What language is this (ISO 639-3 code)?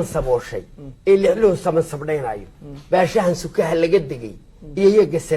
som